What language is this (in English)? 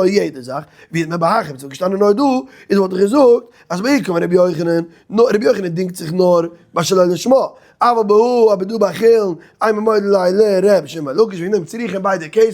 Yiddish